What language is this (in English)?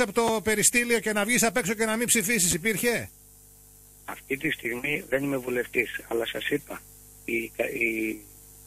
Greek